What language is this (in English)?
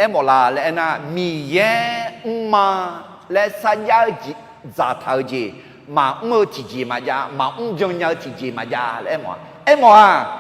Akha